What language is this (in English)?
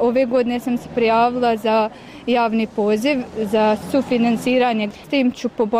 Bosnian